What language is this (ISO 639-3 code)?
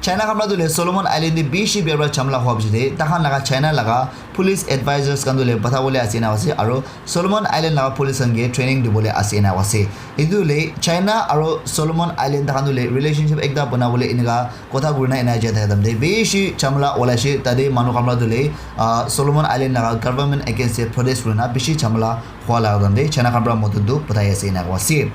nag